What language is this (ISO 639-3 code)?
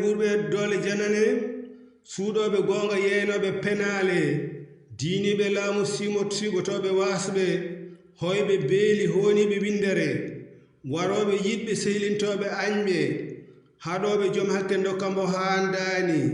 ful